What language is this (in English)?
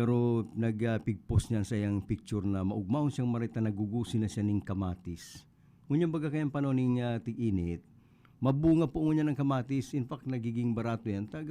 Bikol